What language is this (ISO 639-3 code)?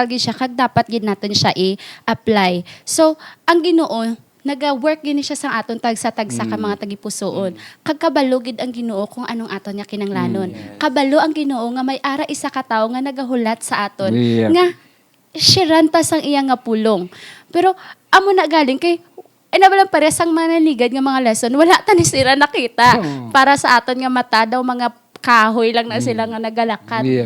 hil